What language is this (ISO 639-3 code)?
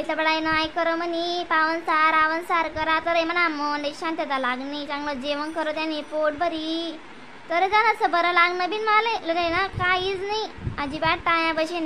khn